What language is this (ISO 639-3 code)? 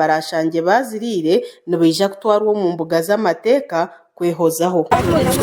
nyn